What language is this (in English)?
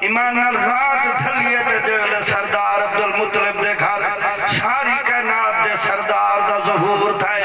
Saraiki